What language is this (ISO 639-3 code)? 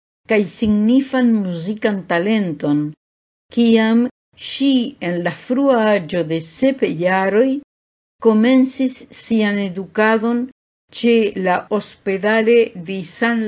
epo